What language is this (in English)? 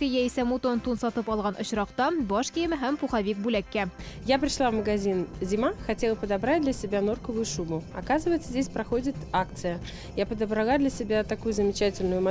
Tatar